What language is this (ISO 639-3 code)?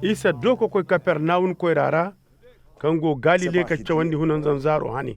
ses